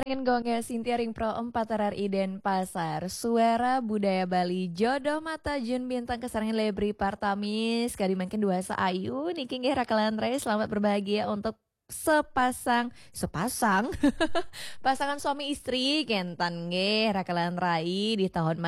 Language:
Balinese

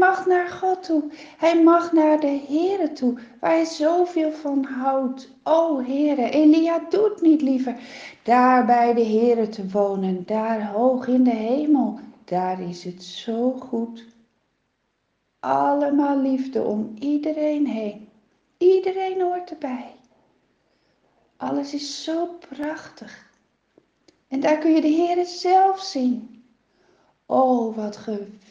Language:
Dutch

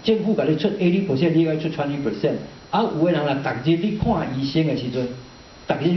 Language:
Min Nan Chinese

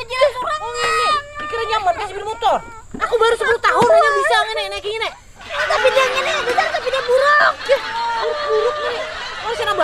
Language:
Banjar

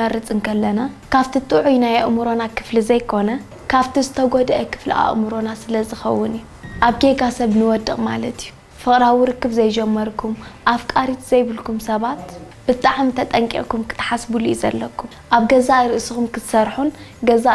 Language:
Tigrinya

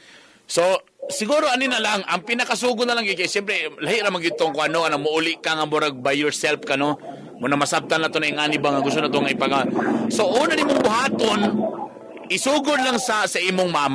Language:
Cebuano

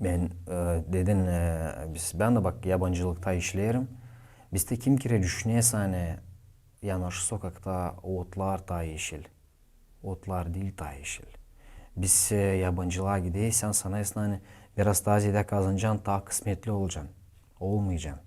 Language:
Gagauz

